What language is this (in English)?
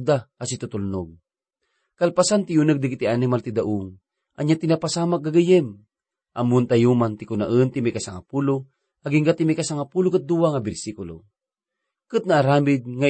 Iloko